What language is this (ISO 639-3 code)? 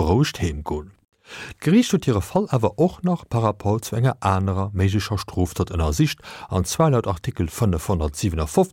ltz